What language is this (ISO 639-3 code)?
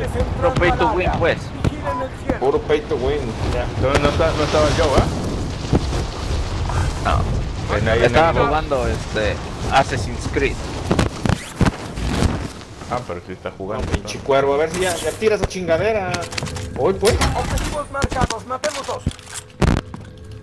spa